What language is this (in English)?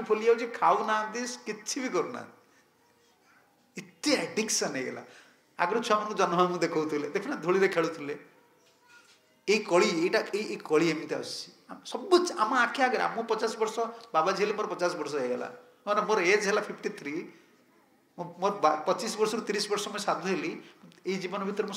Odia